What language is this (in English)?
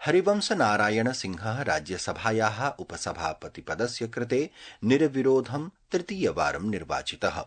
Sanskrit